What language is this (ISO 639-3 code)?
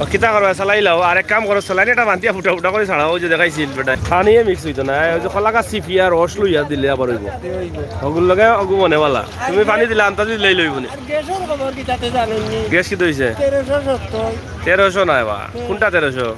syl